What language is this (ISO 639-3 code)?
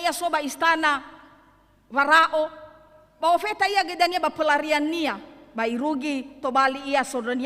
nia